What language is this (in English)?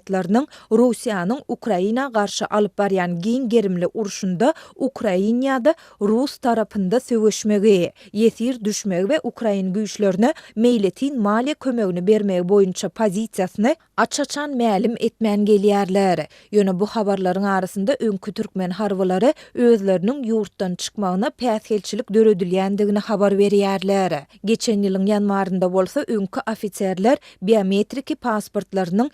Turkmen